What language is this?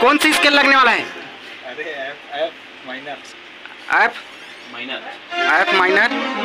Chhattisgarhi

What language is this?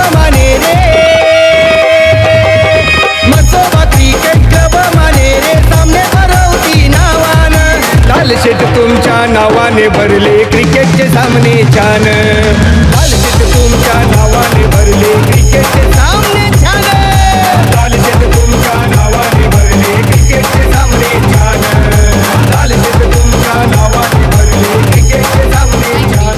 Marathi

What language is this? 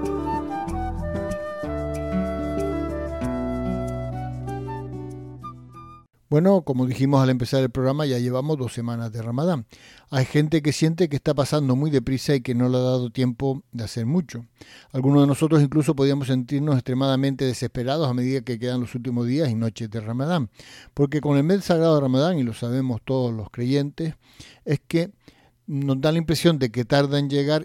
Spanish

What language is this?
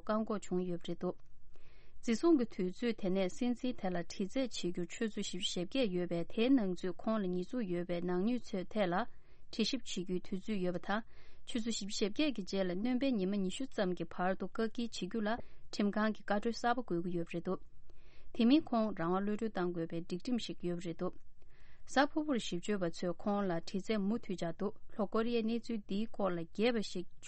Tibetan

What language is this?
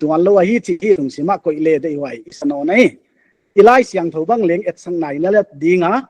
Paite Chin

